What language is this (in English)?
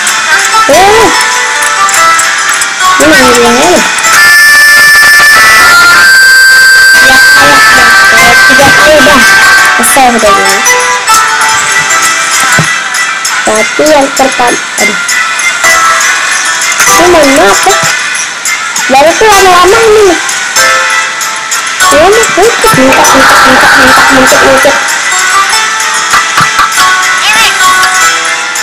Indonesian